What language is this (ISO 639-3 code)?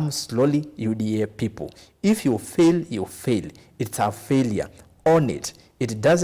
kam